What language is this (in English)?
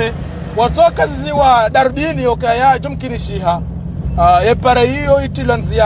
Swahili